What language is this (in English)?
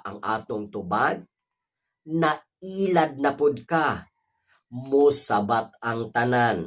Cebuano